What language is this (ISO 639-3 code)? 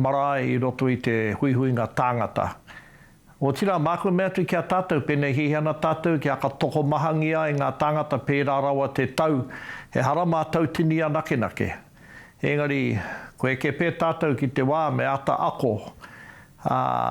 mri